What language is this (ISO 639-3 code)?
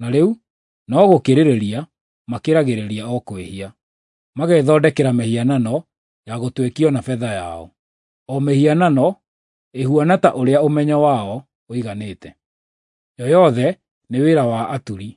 kik